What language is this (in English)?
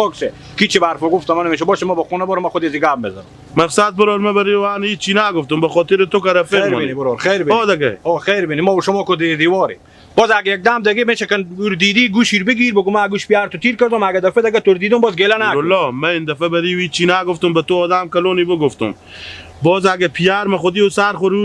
Hazaragi